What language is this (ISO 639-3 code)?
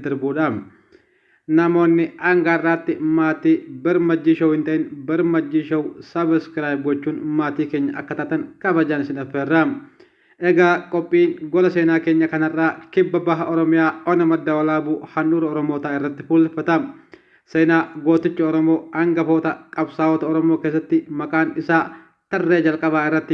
orm